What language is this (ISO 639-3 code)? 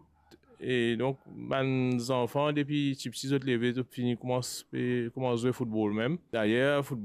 mfe